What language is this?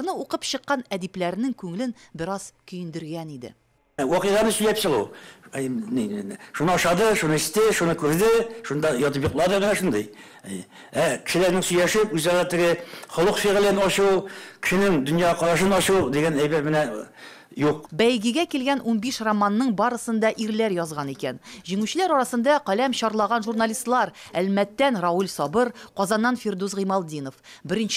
Tatar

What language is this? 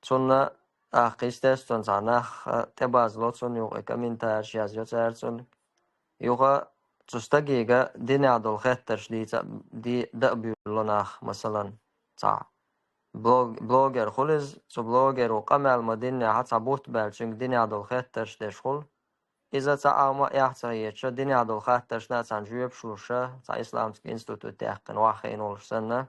Chechen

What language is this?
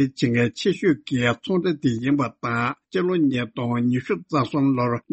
Tibetan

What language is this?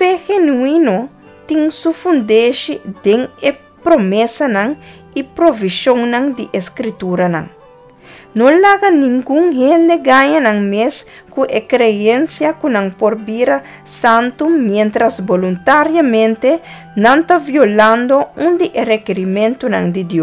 Papiamento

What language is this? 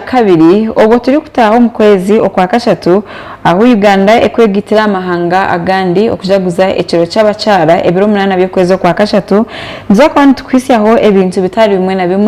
Nyankole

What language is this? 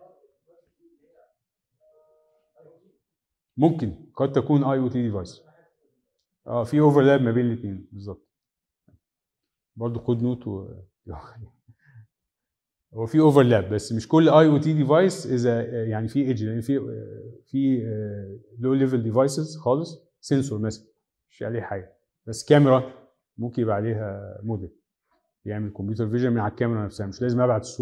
Egyptian Arabic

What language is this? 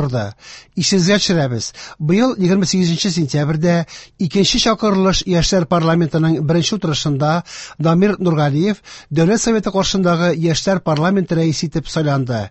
Tatar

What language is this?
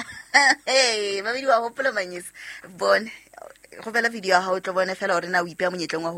Southern Sotho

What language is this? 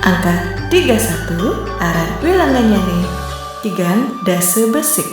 Balinese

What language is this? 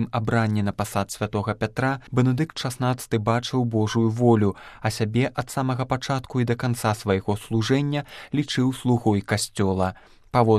Belarusian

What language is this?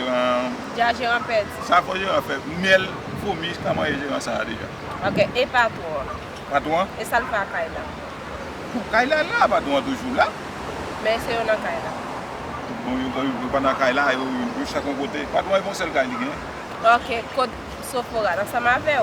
Haitian Creole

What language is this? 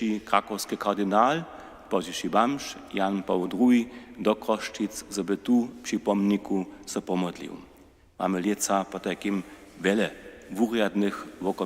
Upper Sorbian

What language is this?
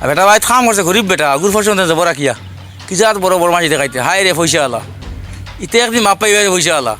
Sylheti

